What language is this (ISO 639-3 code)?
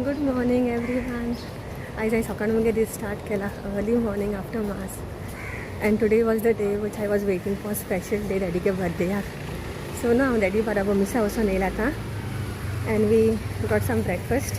kok